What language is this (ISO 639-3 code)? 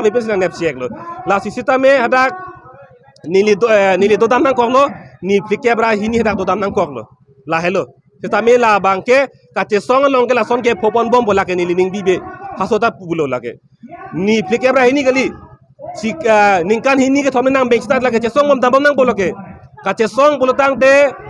mjw